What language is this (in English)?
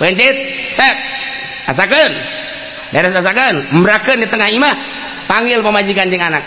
Sundanese